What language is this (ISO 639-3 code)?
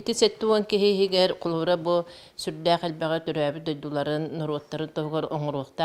sah